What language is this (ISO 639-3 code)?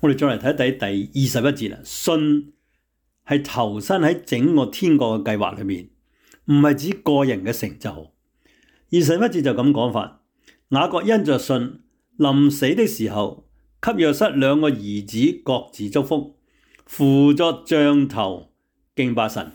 yue